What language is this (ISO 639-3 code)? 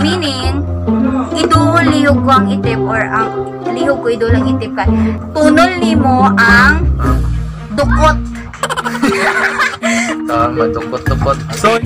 ceb